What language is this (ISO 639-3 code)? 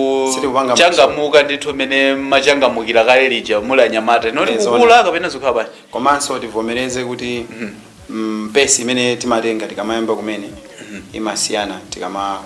nya